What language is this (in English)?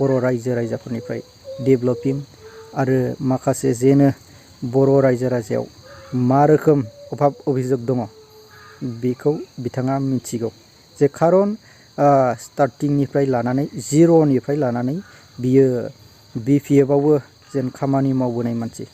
Bodo